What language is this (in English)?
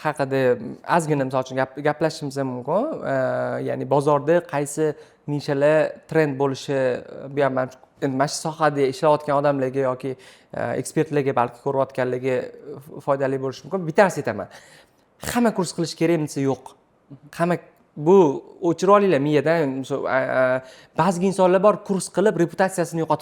Uzbek